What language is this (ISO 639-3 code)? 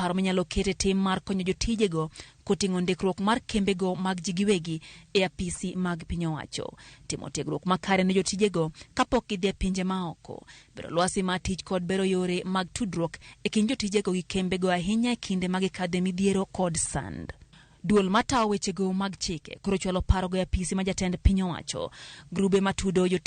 luo